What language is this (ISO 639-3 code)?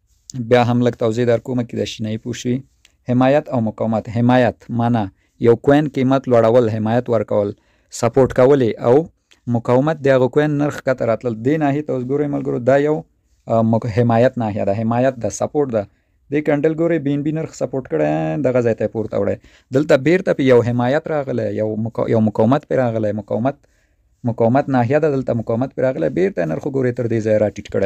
pus